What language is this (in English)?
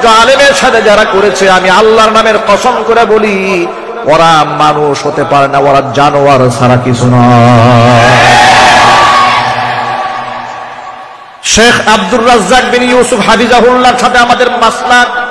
Bangla